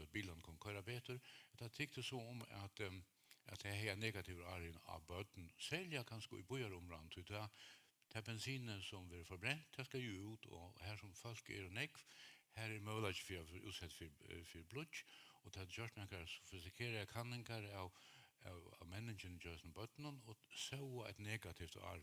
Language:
Faroese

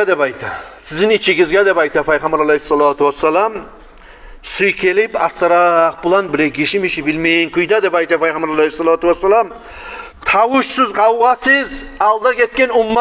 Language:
Kumyk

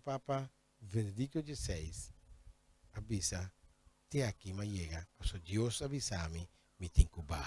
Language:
Papiamento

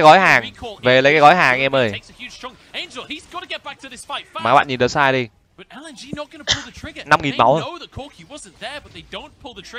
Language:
Vietnamese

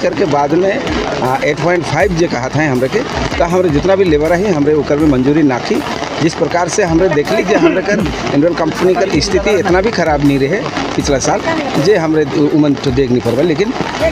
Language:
Sadri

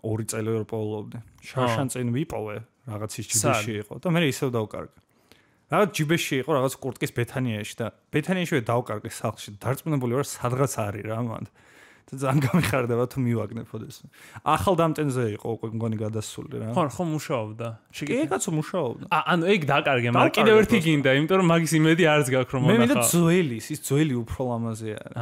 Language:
Georgian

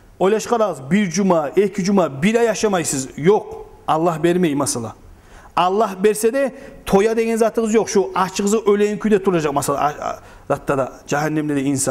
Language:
Kumyk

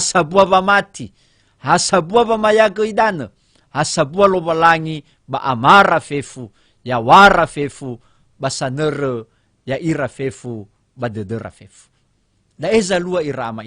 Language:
Nias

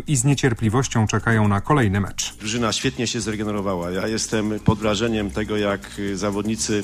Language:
Polish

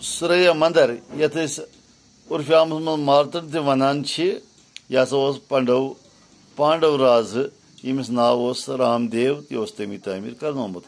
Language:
Kashmiri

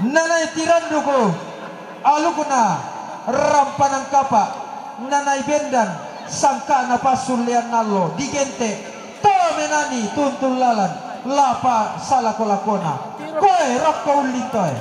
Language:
Toraja-Sa'dan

